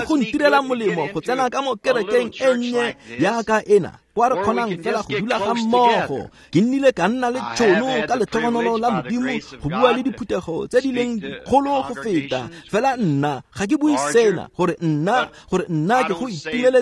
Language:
Tswana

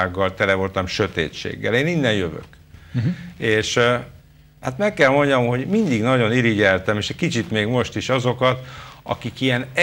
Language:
Hungarian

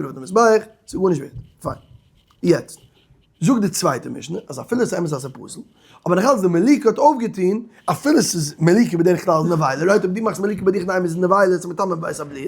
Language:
Yiddish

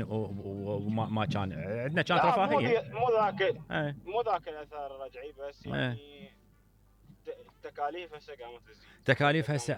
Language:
Mesopotamian Arabic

